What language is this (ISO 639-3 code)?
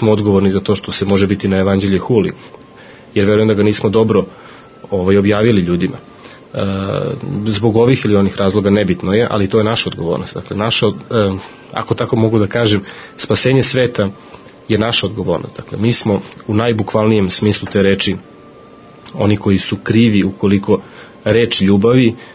srp